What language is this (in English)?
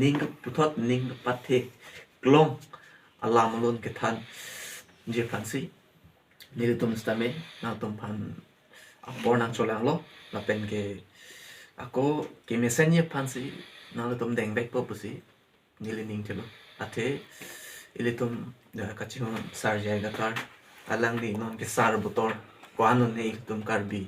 Karbi